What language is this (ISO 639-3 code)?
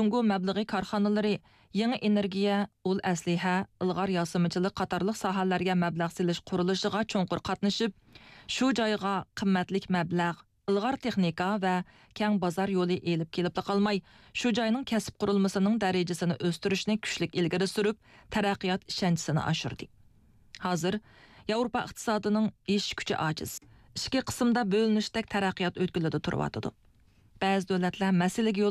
uig